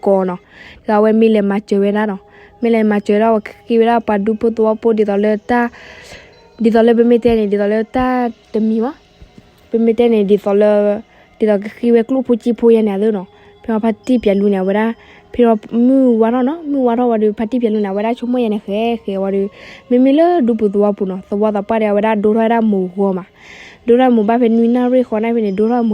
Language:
S'gaw Karen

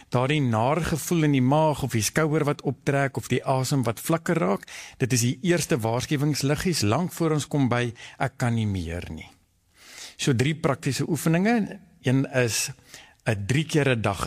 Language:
Afrikaans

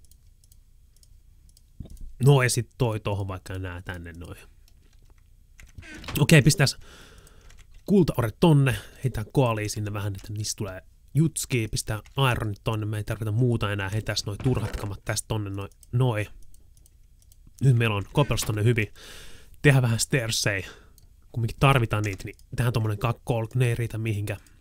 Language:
Finnish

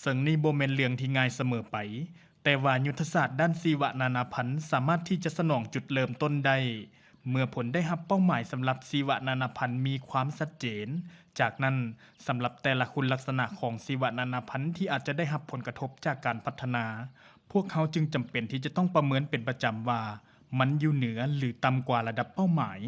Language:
Lao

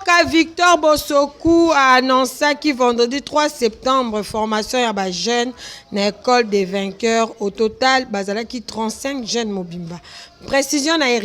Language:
Lingala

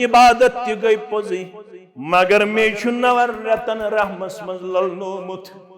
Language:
Kashmiri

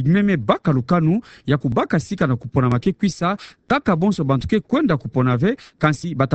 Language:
Kituba (Democratic Republic of Congo)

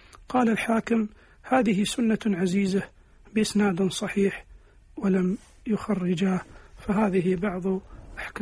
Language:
Arabic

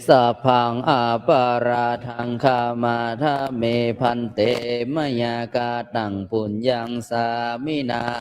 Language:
Pali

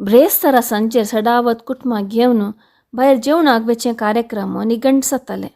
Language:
Konkani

